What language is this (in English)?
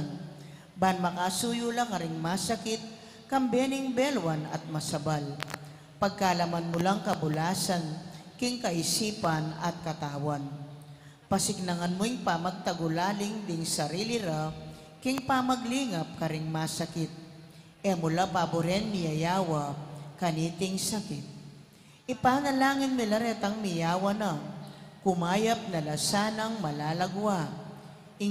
Pampanga